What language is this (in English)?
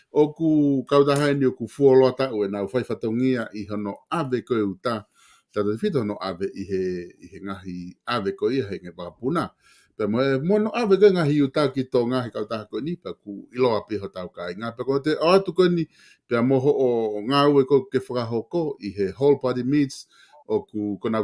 Tongan